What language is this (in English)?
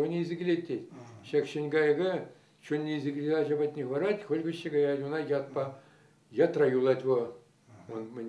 Chuvash